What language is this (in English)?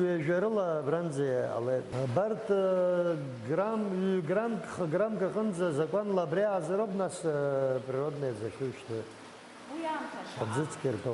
Abkhazian